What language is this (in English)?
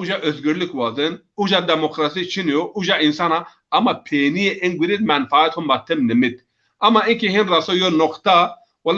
Zaza